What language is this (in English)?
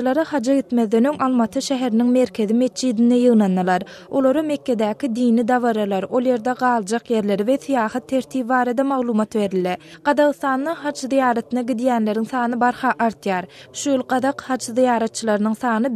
Turkmen